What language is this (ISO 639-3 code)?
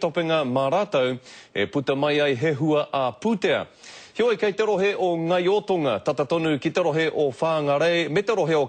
mri